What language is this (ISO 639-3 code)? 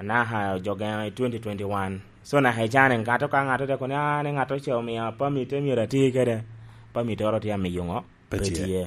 laj